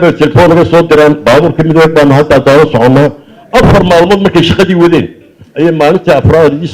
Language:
Somali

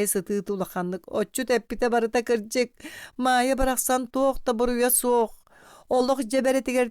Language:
Yakut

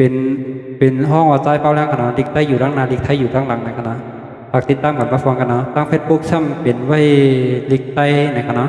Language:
Shan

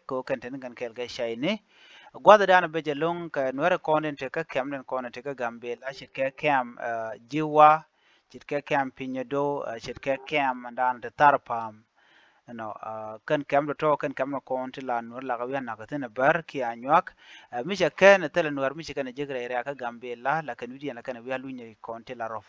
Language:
Nuer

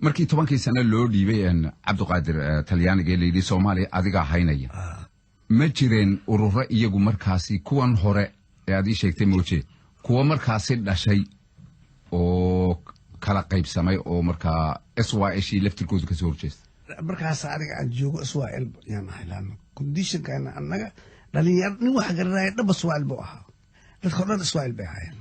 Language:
Somali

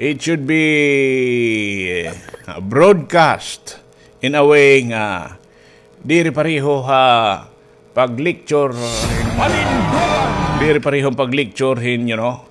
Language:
Waray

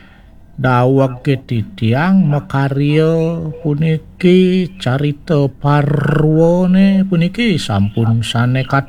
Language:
Balinese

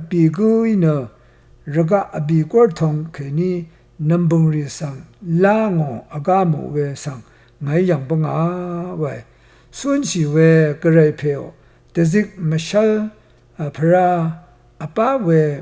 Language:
Rawang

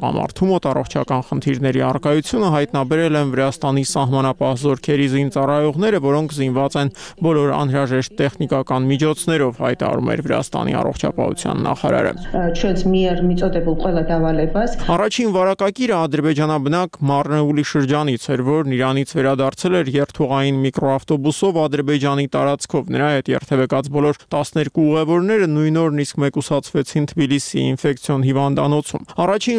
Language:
Armenian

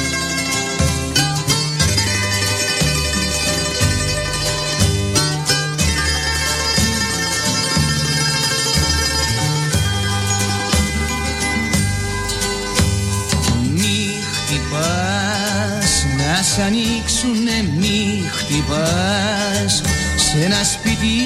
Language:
Greek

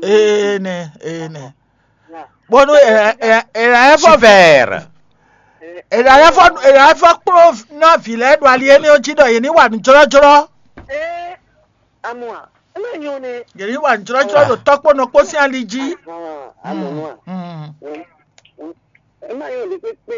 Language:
Fon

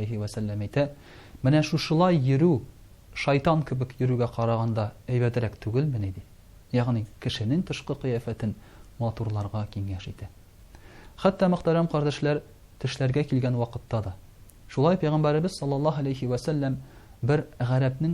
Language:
Tatar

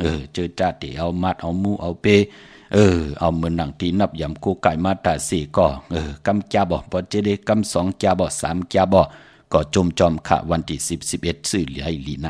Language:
Shan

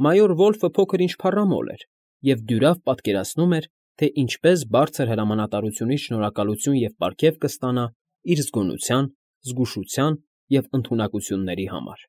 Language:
Armenian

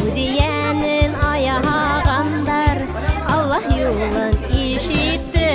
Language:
Bashkir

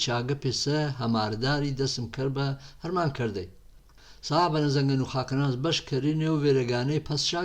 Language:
Gurani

